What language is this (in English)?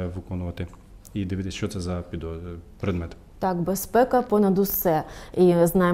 Ukrainian